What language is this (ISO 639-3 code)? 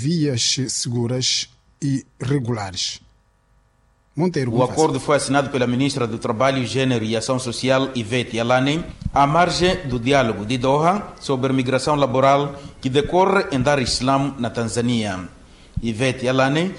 por